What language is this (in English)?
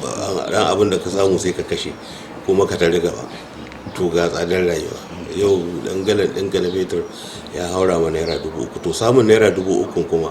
Hausa